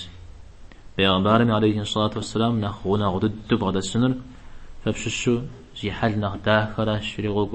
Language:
Kabardian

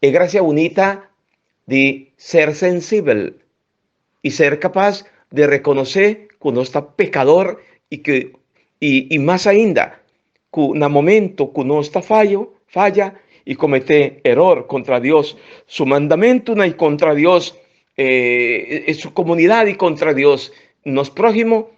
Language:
Papiamento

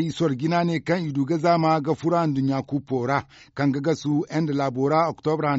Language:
Zarma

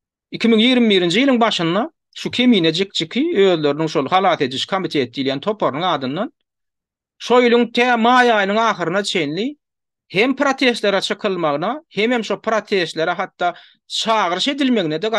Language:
Turkmen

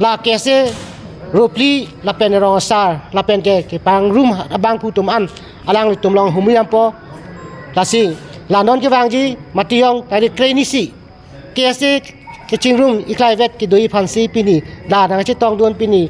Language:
Karbi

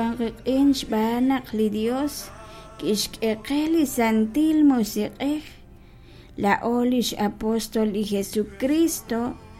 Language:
Kekchí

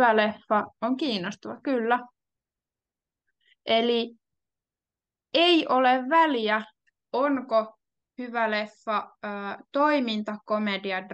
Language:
Finnish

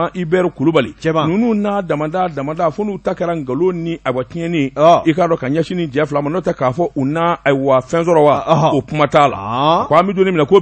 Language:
Bambara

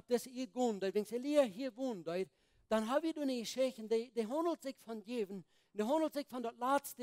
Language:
Plautdietsch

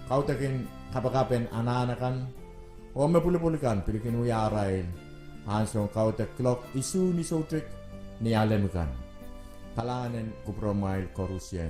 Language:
Pohnpeian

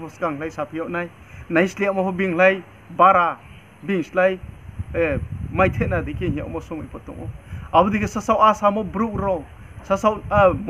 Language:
Riang (India)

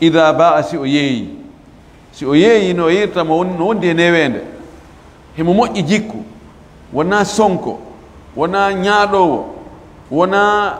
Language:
Fula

